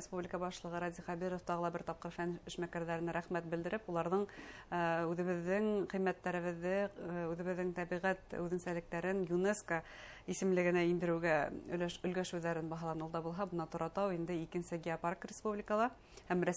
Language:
Bashkir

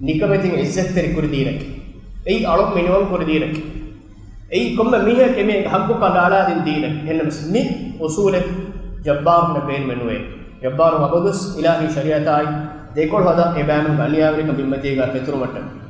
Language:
Divehi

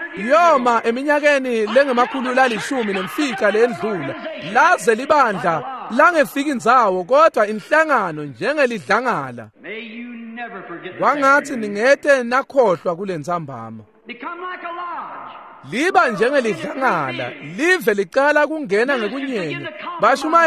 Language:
Swati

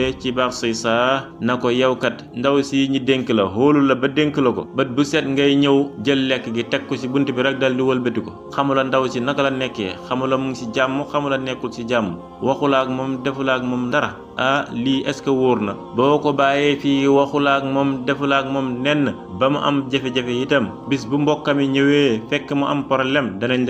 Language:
Wolof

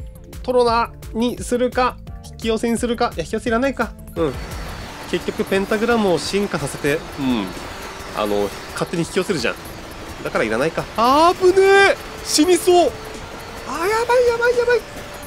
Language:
Japanese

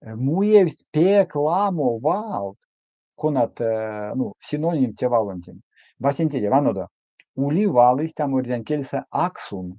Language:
Erzya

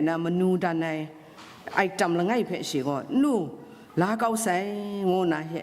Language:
Kachin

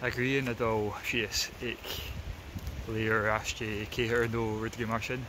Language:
Scottish Gaelic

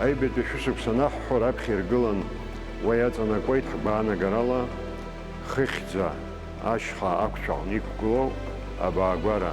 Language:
Abkhazian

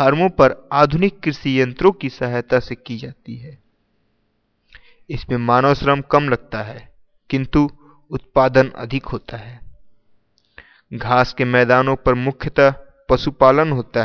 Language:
Hindi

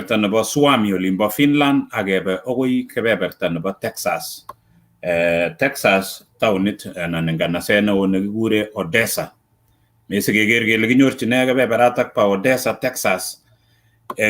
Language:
Kalenjin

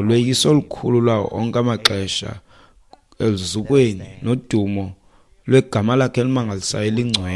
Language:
Xhosa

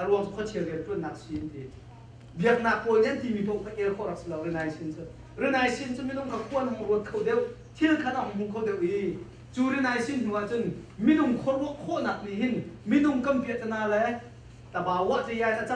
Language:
Hakha Chin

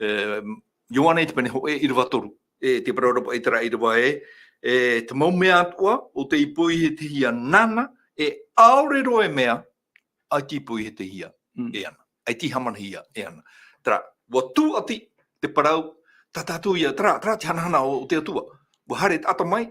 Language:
Tahitian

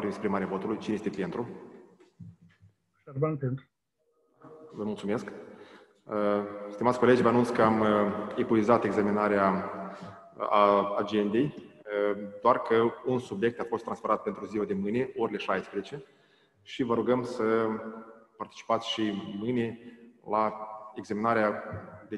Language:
Romanian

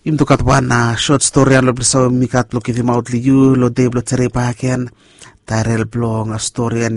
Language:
Bislama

